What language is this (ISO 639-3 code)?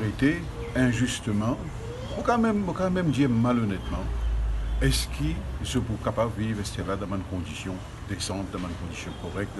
mfe